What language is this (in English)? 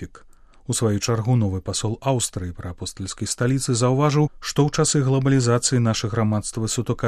Belarusian